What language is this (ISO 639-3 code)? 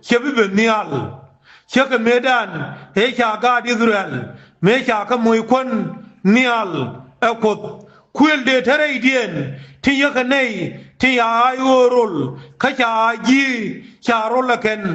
nus